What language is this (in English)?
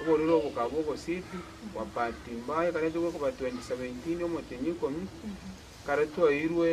Gusii